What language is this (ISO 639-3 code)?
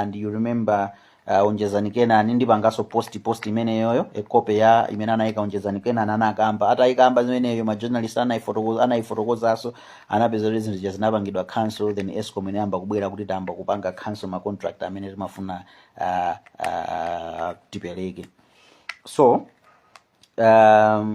nya